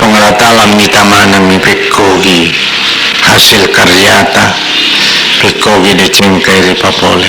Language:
Buginese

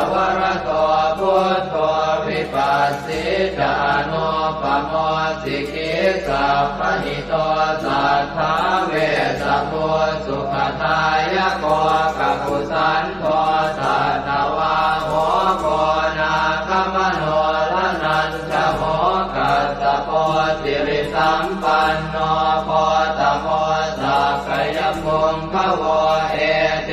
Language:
Pali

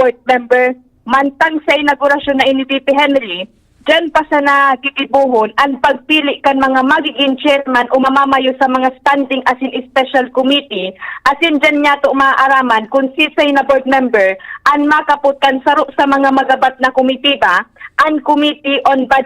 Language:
Bikol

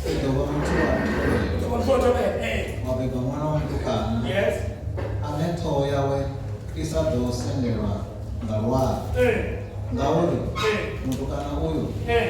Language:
Venda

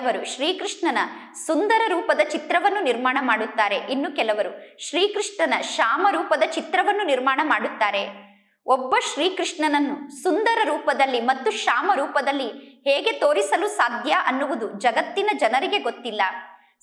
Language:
Kannada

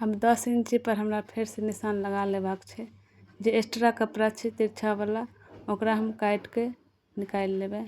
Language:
Maithili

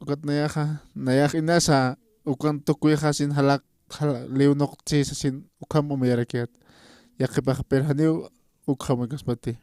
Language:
Aymara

